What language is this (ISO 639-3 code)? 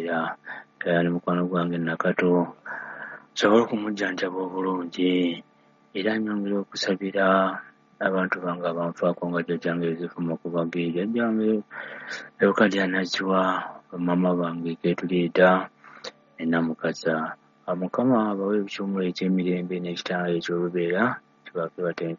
lug